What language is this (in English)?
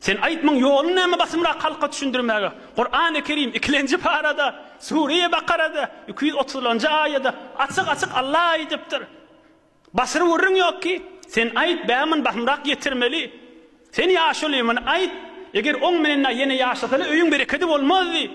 Turkmen